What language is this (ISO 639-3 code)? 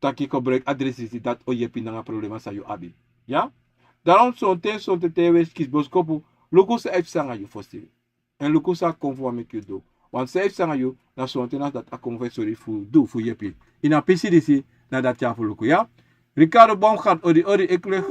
srn